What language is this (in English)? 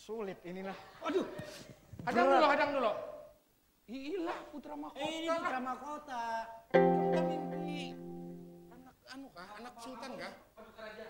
Banjar